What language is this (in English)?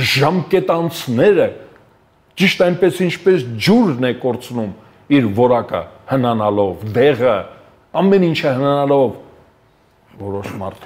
Armenian